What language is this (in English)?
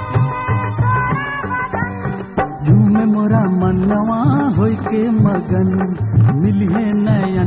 Bhojpuri